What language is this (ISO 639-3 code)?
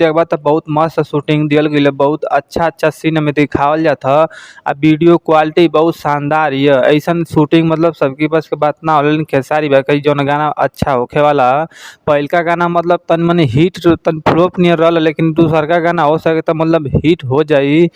bho